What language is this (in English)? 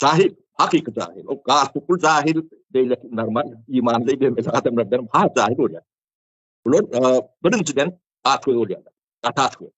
Turkmen